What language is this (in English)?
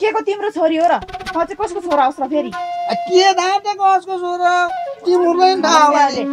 Nepali